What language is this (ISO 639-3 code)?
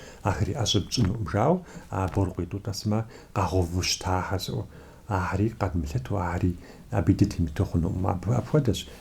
kbd